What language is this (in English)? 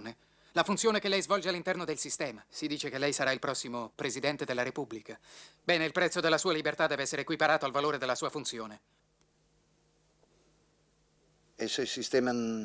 Italian